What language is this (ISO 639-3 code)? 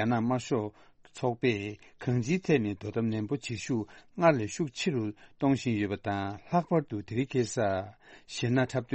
bod